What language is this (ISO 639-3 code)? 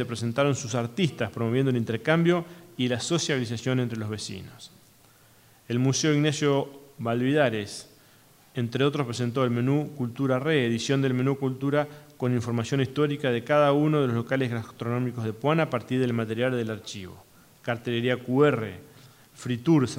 spa